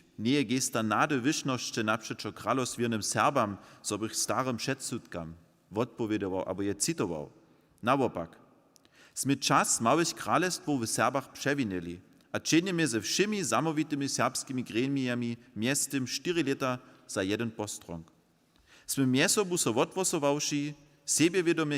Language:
Upper Sorbian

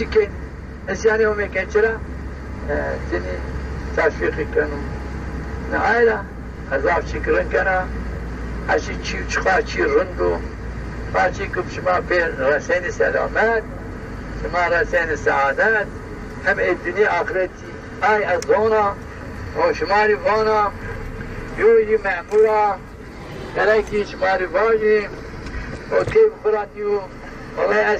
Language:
Zaza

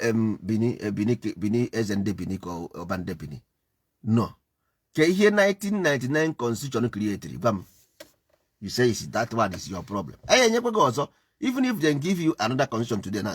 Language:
Igbo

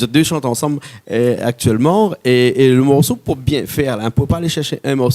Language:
Réunion Creole French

